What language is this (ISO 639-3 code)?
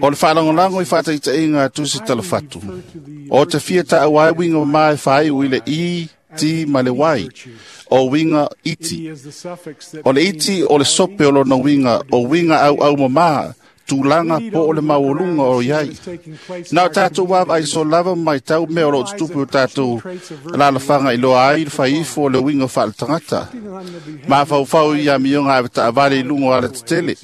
smo